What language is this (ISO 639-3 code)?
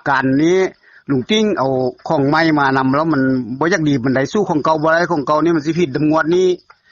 tts